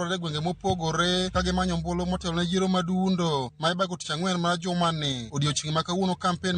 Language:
Luo (Kenya and Tanzania)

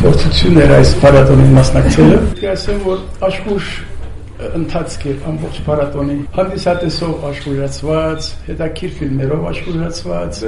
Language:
Armenian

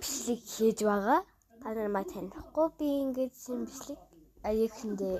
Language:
Mongolian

